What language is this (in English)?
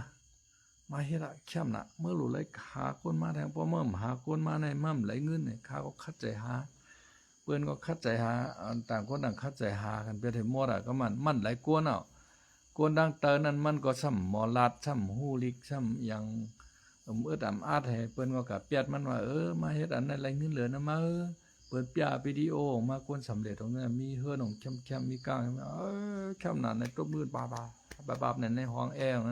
Shan